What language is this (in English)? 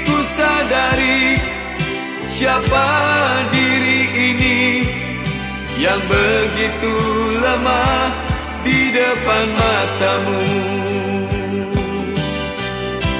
Indonesian